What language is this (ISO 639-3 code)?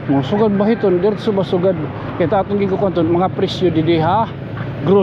war